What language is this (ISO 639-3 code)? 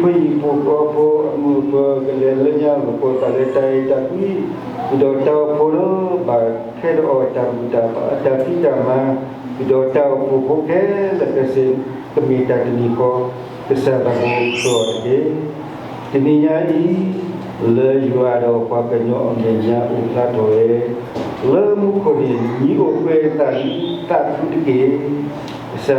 ksw